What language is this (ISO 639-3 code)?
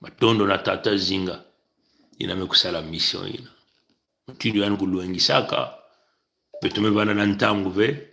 mkw